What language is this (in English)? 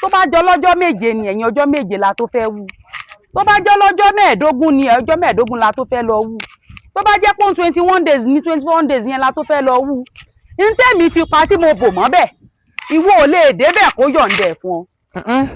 Yoruba